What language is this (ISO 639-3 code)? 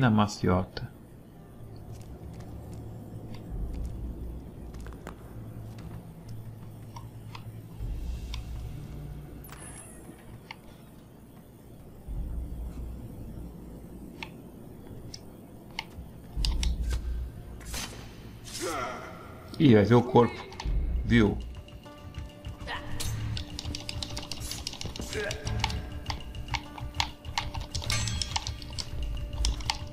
por